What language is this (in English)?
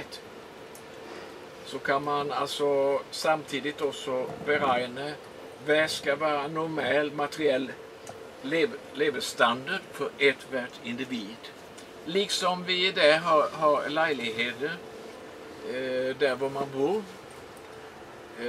Swedish